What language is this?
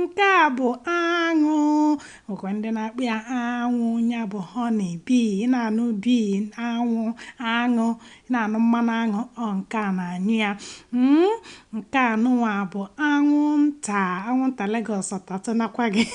Igbo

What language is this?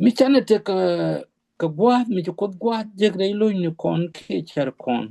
Nuer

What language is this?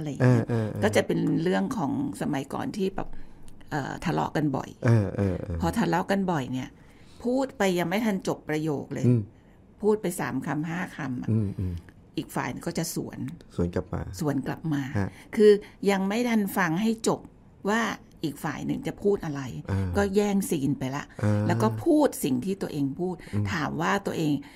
Thai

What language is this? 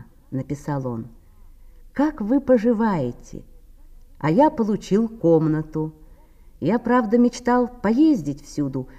Russian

